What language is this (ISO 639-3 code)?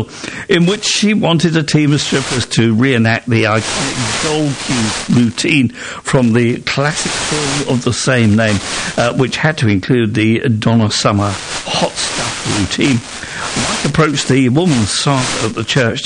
eng